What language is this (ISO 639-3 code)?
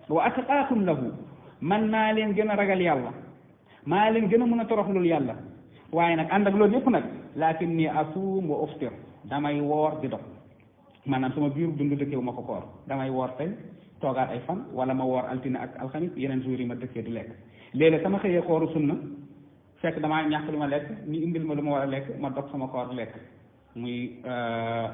wol